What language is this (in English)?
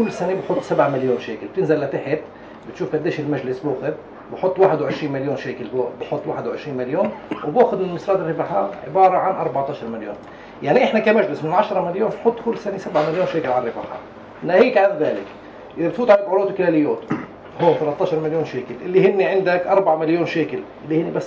North Levantine Arabic